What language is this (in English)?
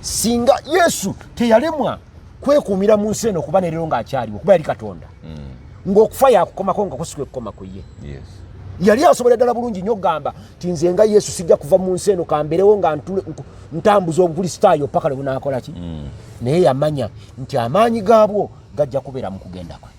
Ganda